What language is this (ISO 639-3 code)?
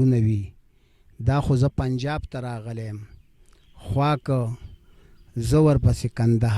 pus